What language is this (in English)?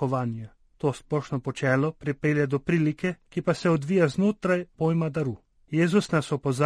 Slovenian